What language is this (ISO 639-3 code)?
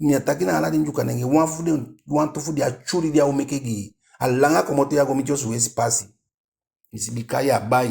djk